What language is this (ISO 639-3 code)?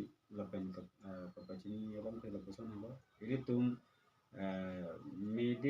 mjw